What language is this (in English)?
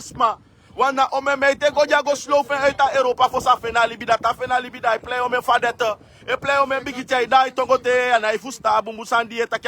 Sranan Tongo